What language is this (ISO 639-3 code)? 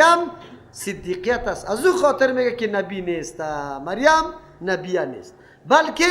fas